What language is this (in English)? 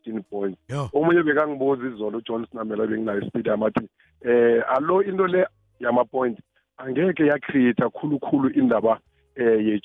South Ndebele